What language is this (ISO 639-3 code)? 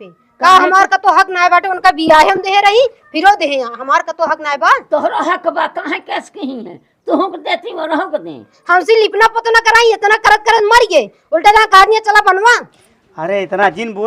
awa